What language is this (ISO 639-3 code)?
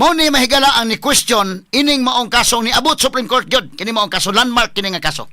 ceb